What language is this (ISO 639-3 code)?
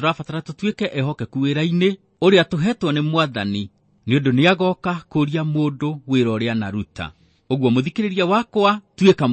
kik